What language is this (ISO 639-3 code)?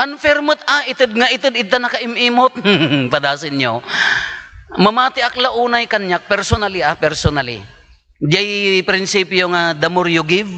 ilo